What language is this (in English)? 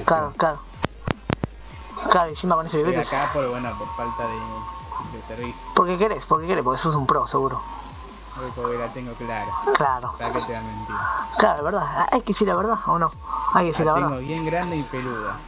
Spanish